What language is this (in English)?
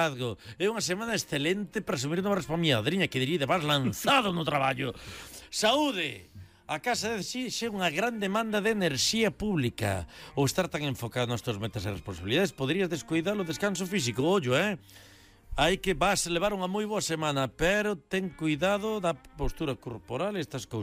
Galician